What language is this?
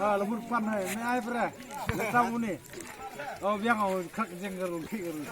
Khasi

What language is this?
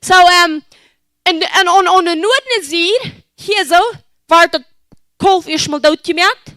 Plautdietsch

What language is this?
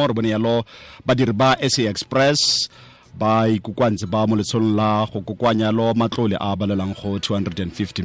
Tswana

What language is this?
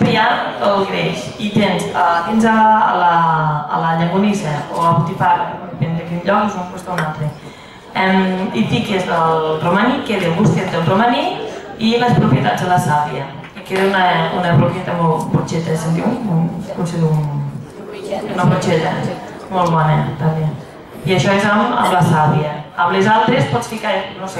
Catalan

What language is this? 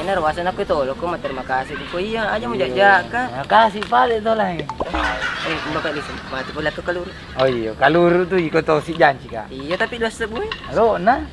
Buginese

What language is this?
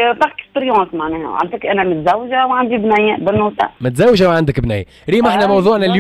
Tunisian Arabic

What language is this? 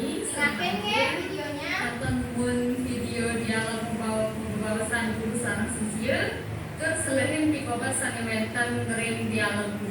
Balinese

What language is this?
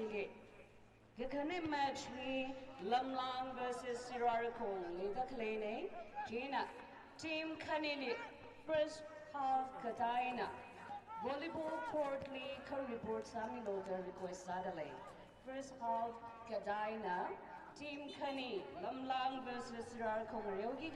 Tangkhul Naga (India)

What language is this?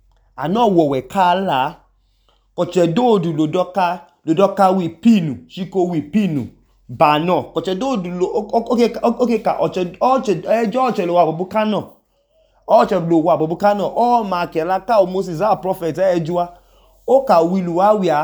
Idoma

